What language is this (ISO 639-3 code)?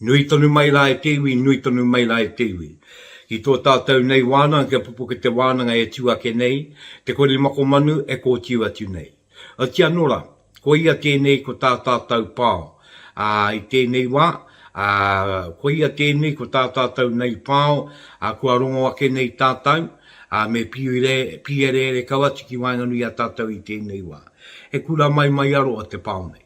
mri